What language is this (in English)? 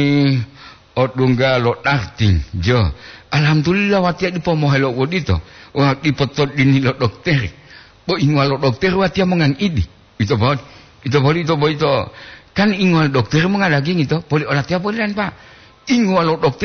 Gorontalo